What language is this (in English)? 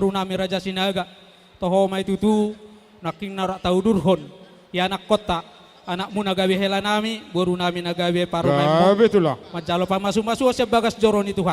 Batak Toba